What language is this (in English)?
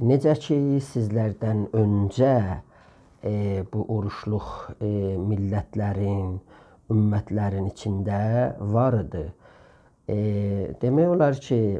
South Azerbaijani